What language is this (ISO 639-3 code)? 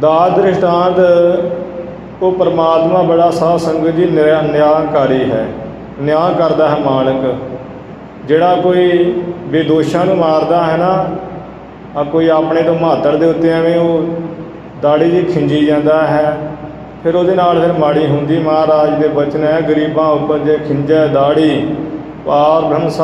pan